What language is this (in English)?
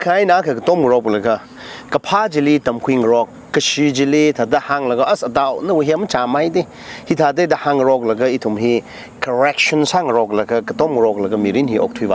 Tangkhul Naga (India)